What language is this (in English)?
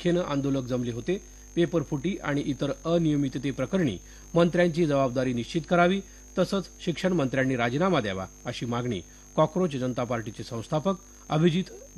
Marathi